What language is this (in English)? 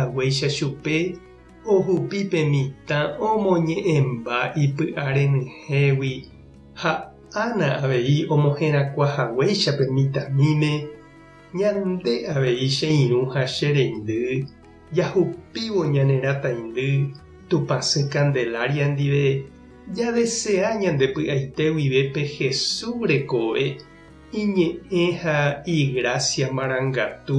Guarani